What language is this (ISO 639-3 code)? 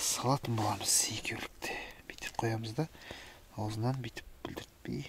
kaz